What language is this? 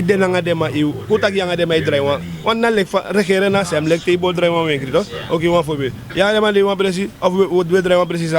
Sranan Tongo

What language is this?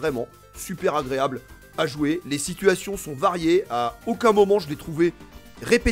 French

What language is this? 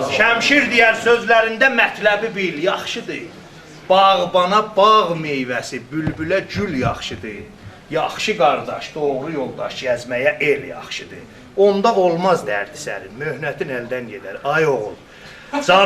South Azerbaijani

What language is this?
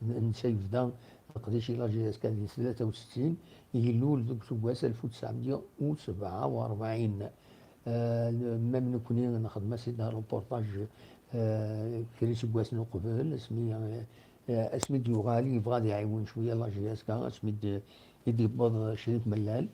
Kabyle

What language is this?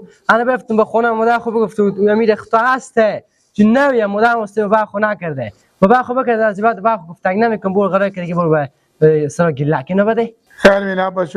Persian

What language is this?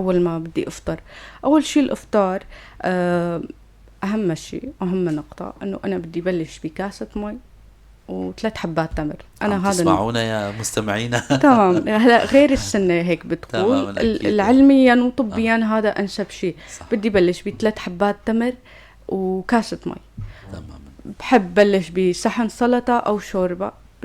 North Levantine Arabic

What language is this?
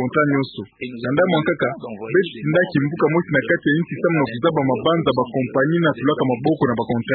Kituba (Democratic Republic of Congo)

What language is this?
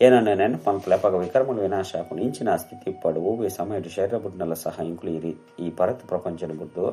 Tulu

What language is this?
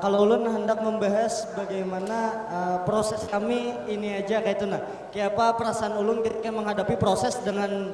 Banjar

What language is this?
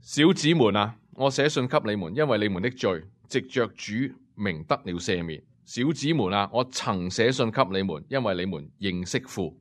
Cantonese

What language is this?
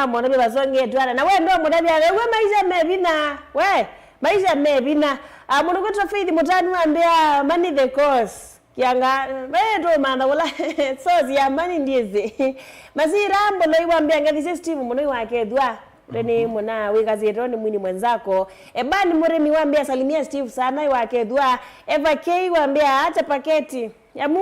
Kamba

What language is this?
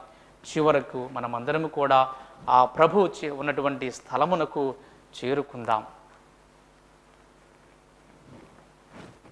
Telugu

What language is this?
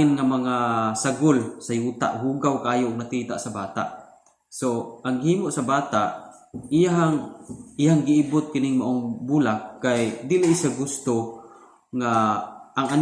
Cebuano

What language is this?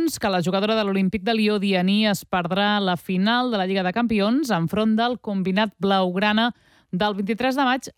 Catalan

